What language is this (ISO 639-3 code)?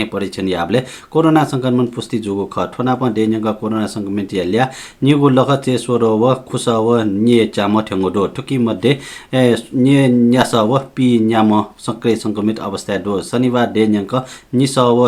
new